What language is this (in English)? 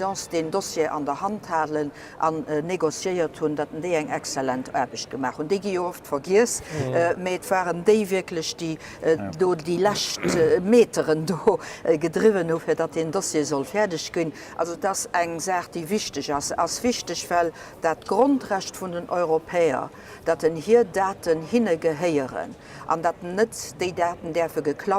Luxembourgish